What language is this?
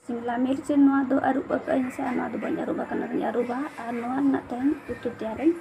Santali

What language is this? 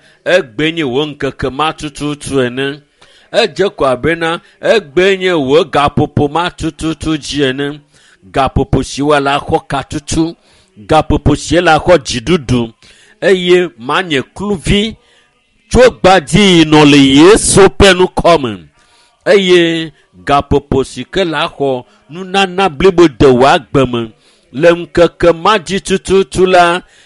Ewe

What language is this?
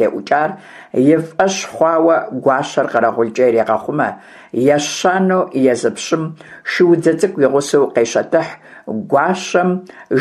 Kabardian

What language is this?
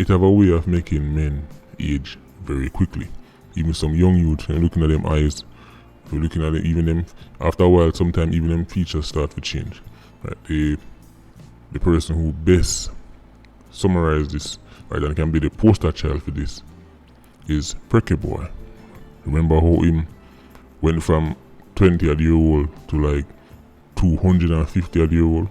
Jamaican Creole English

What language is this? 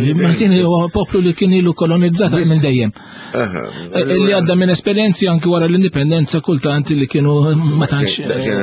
Maltese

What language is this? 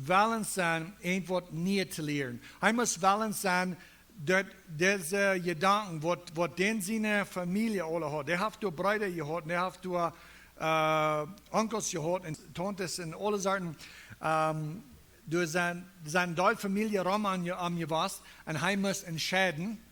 Plautdietsch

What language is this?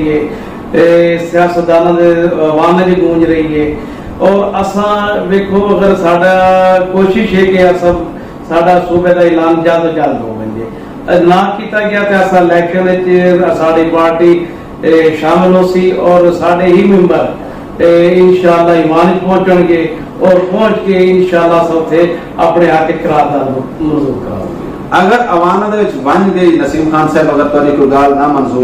Saraiki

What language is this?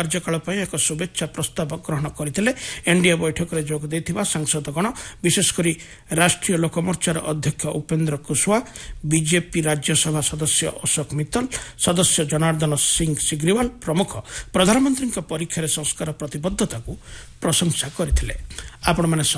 Odia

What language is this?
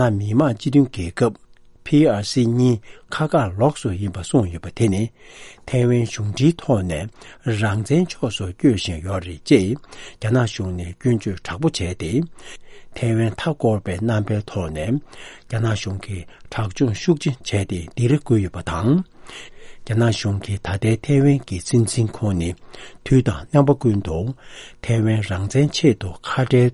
Tibetan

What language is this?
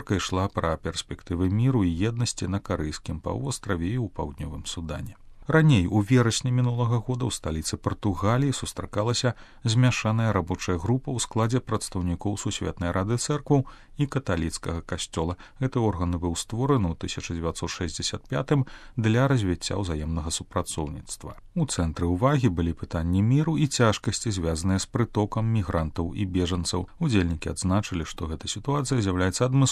Belarusian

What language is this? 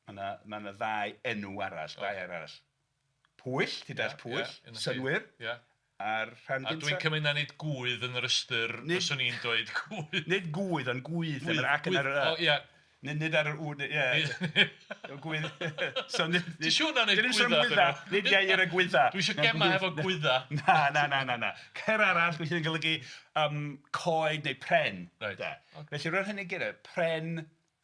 Welsh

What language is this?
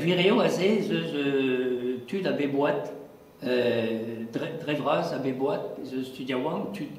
Breton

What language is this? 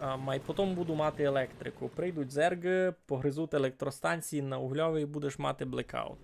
Rusyn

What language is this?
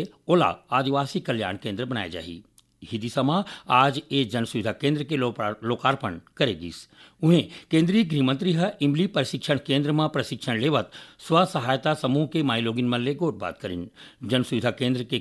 Chhattisgarhi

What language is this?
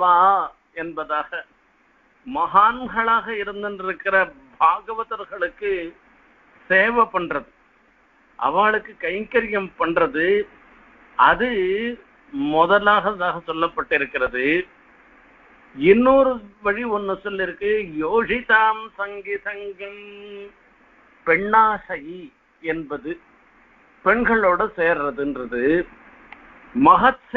Tamil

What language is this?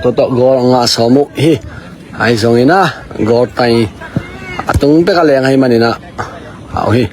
Tedim Chin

